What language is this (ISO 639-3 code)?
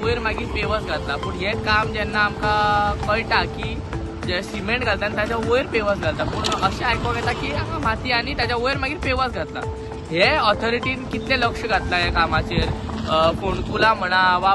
kok